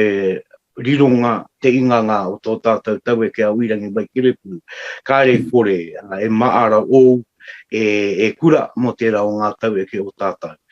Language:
Māori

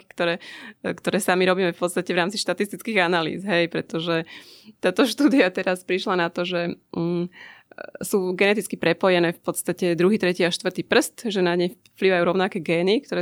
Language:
Slovak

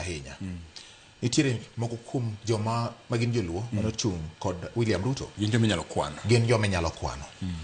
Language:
Luo (Kenya and Tanzania)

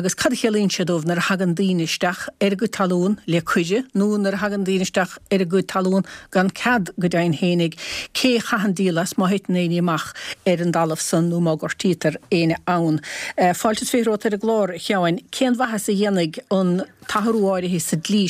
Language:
Irish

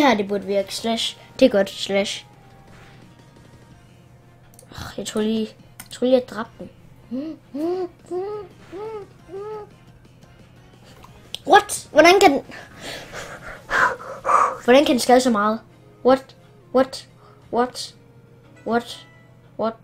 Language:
Danish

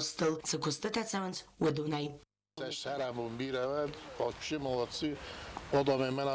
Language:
Ossetic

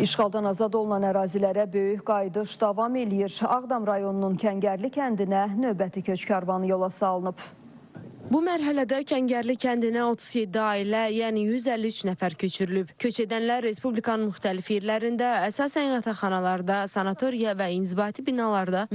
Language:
Azerbaijani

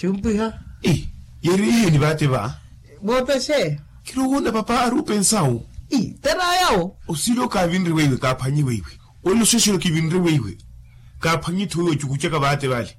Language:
Makhuwa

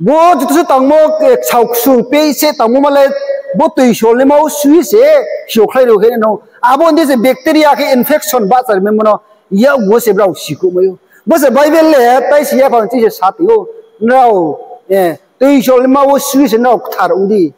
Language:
Riang (India)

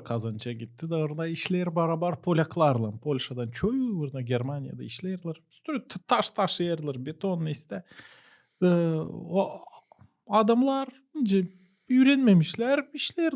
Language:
Gagauz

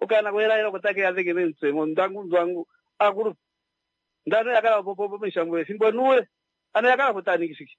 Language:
Kuanyama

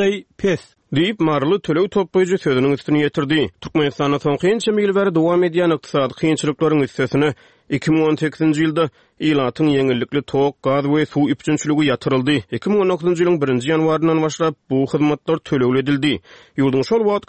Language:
Turkmen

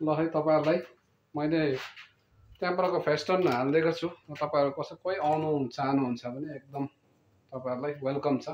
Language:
Nepali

